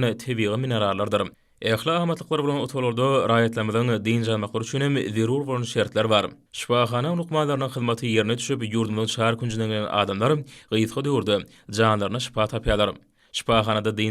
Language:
Turkmen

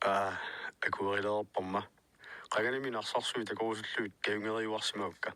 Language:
Kalaallisut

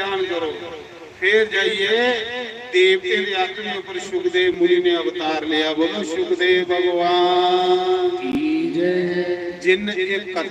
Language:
Dogri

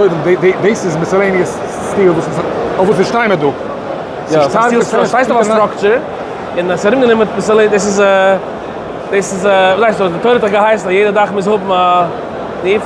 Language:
Yiddish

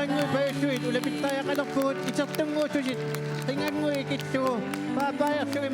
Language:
Kalaallisut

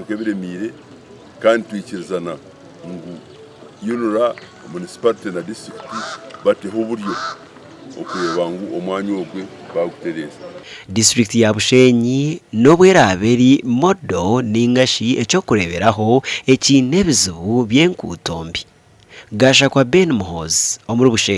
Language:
Nyankole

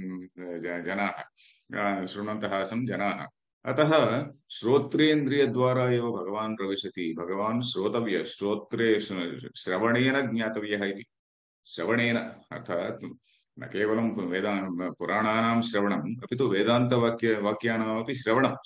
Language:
Sanskrit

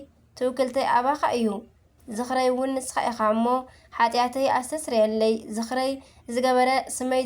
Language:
Tigrinya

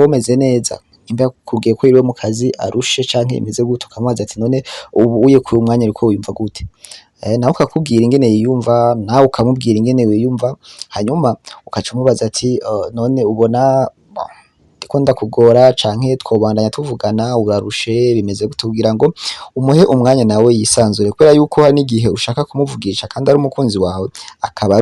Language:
Rundi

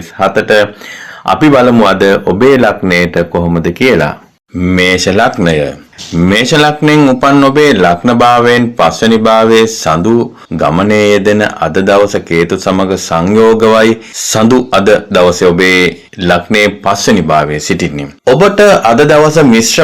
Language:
Sinhala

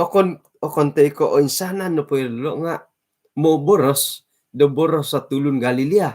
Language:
Central Dusun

